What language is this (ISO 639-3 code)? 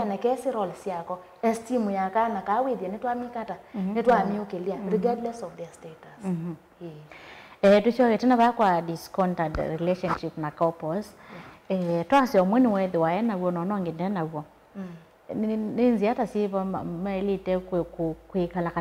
kam